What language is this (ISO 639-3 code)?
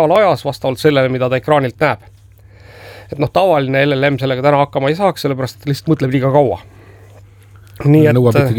est